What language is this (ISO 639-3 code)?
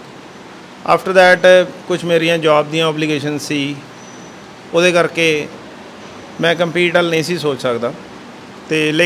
pan